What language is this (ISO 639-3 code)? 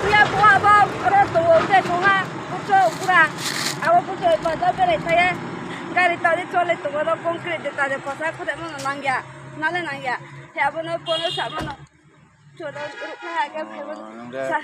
ria